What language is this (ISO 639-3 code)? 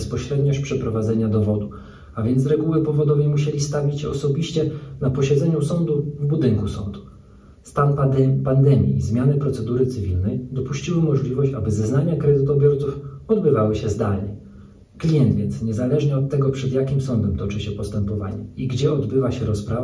pol